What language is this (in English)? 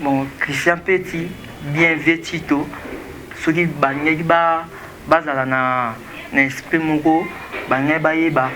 Lingala